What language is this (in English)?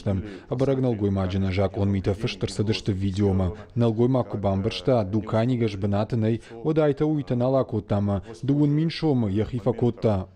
Ossetic